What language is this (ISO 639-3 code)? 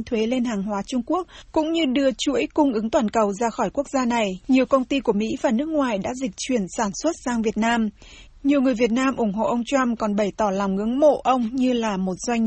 vie